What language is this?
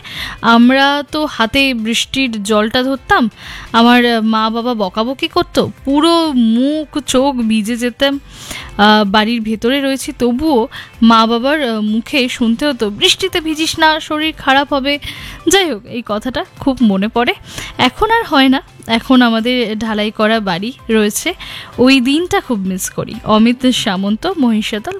Bangla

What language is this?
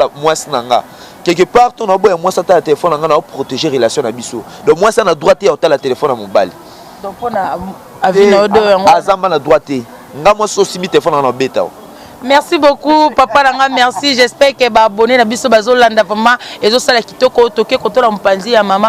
Lingala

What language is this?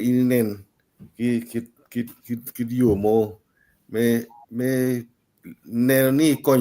Acoli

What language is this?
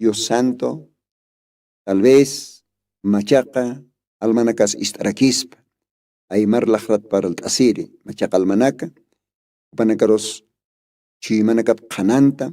Aymara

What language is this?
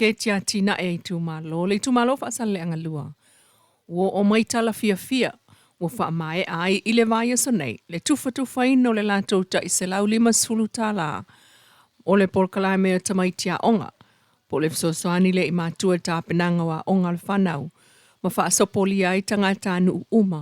Samoan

